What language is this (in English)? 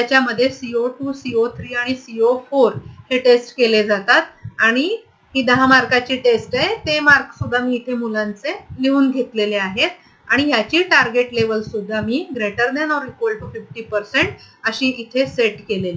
Marathi